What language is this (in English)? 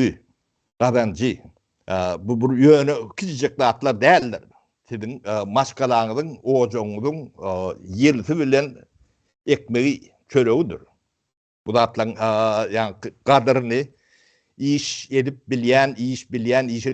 Turkmen